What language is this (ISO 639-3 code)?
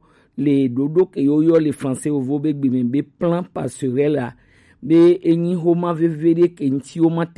gej